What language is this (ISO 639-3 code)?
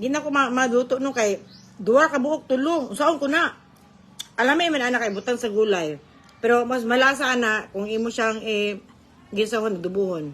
ceb